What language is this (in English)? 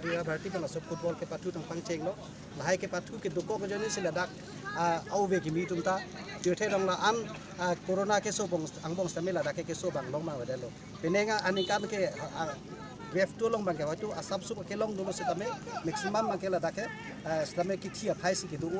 Karbi